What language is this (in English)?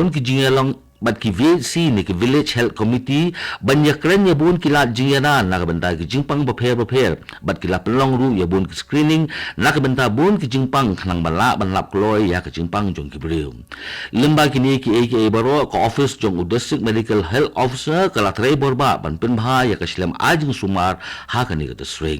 Khasi